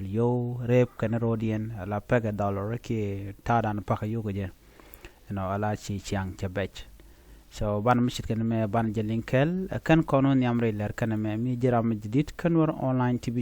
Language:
Nuer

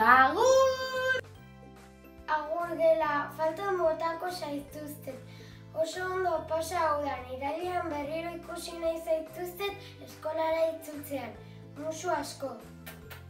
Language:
Basque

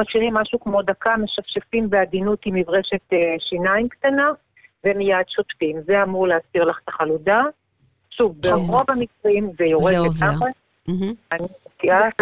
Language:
Hebrew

